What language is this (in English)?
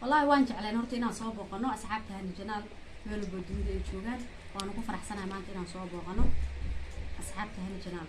Somali